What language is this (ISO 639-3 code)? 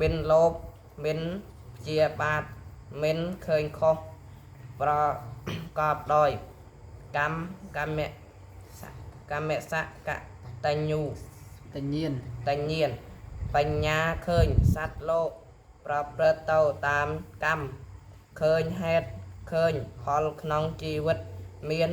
khm